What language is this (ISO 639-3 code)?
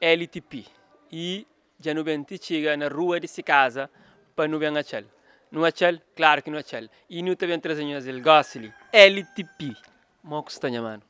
kea